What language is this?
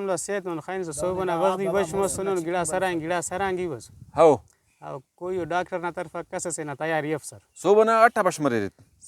Brahui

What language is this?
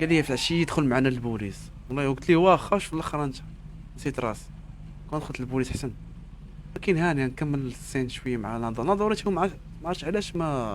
Moroccan Arabic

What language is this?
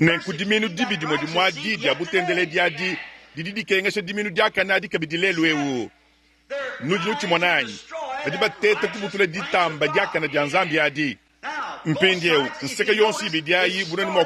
Luba-Lulua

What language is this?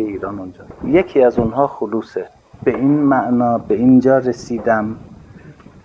Persian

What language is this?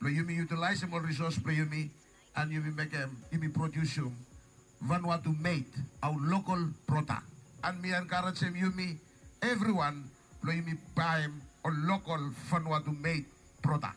Bislama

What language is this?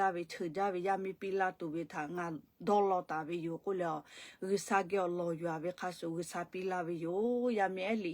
Lahu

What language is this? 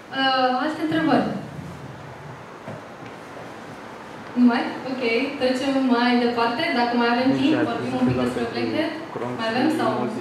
Romanian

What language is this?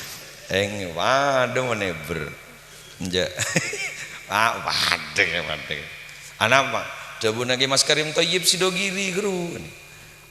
Madurese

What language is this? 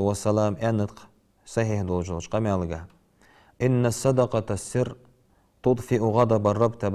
Ingush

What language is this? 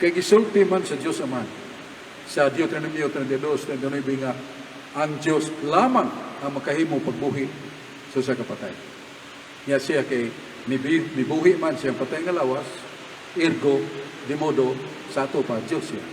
Cebuano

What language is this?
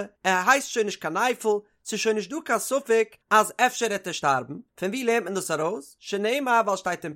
Yiddish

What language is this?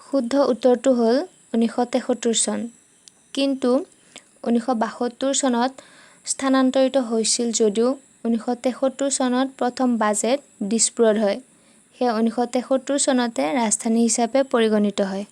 Assamese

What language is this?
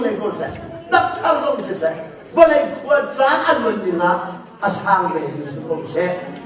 Hakha Chin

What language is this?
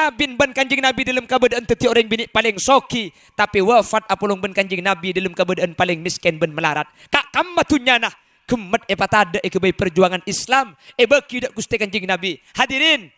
Madurese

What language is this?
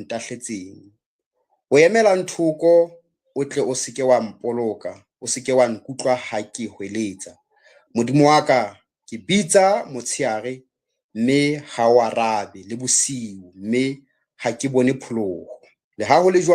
Southern Sotho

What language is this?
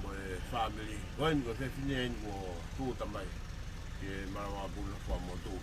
Tongan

